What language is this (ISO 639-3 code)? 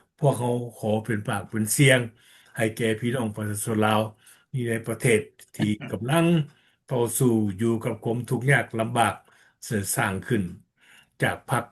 lao